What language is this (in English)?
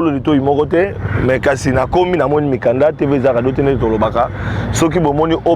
Lingala